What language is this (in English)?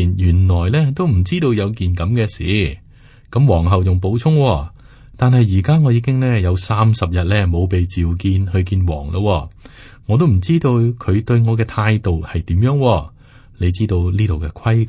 Cantonese